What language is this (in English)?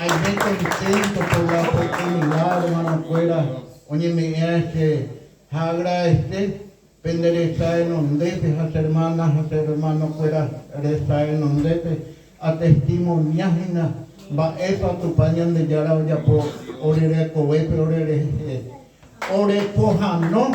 Guarani